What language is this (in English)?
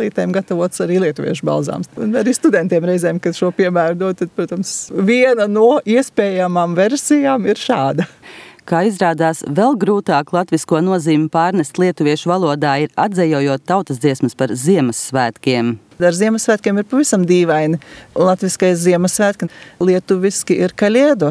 Latvian